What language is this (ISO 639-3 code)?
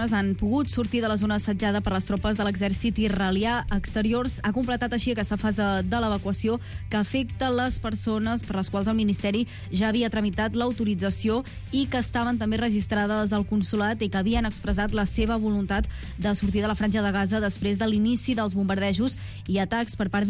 cat